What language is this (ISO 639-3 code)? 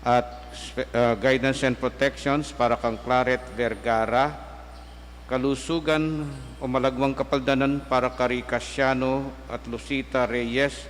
pam